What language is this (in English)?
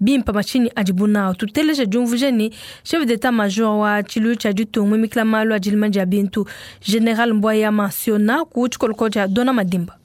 Luba-Lulua